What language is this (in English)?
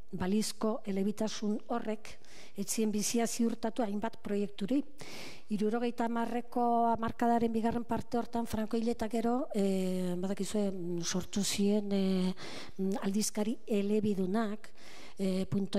Basque